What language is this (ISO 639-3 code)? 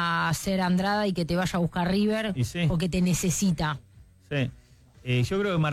spa